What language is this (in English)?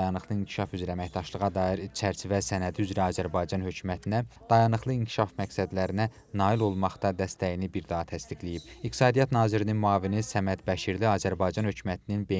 Azerbaijani